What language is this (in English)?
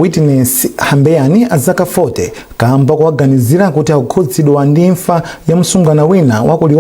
Nyanja